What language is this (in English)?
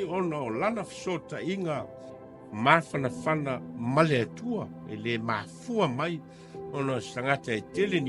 Samoan